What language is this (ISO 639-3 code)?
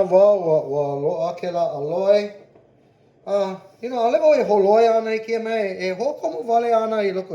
haw